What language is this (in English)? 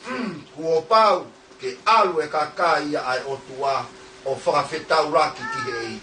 Tongan